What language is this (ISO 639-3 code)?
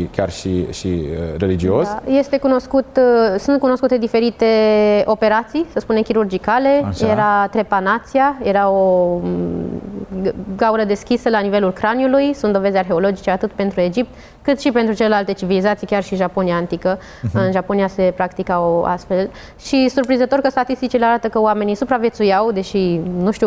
ron